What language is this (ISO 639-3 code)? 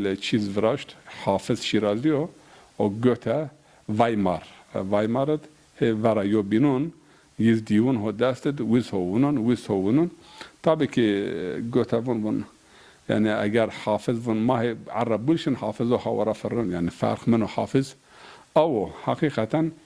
zza